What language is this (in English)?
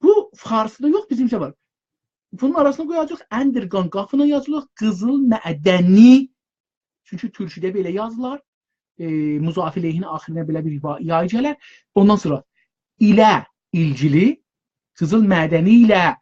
South Azerbaijani